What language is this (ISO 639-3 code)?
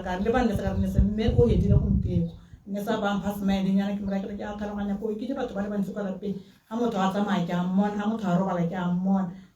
tsn